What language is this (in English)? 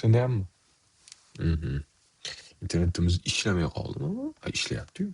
Uzbek